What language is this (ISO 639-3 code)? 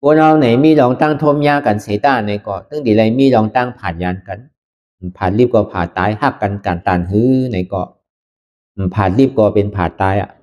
shn